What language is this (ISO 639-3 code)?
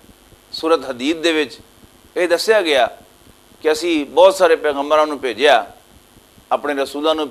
lah